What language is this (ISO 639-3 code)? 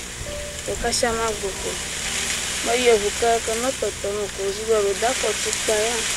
ewe